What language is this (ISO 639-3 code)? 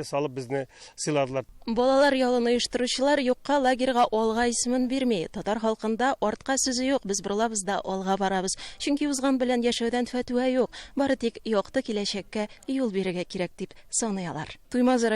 tat